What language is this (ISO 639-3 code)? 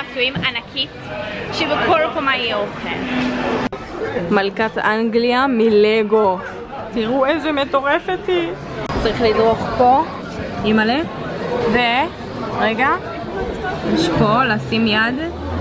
heb